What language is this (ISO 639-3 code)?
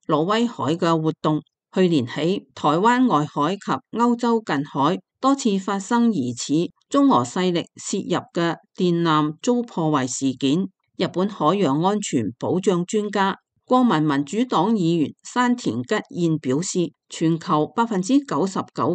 yue